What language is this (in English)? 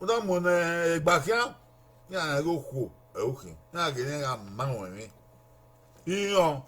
Bini